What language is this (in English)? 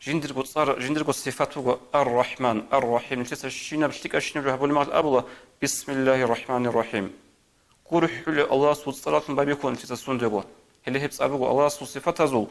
Avaric